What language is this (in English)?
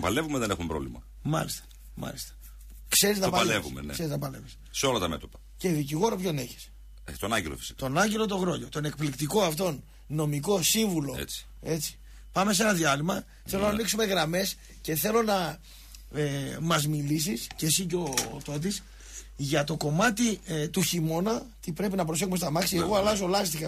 Greek